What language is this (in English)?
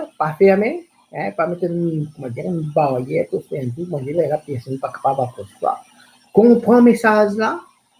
Morisyen